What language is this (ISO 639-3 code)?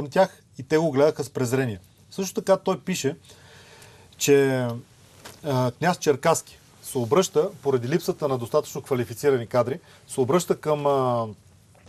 bul